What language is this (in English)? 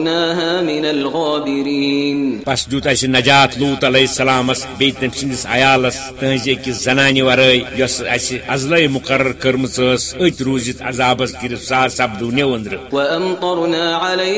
Kashmiri